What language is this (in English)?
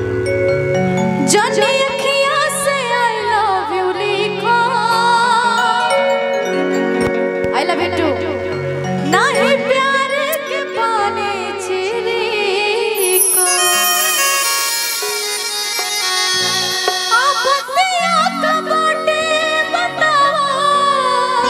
Bhojpuri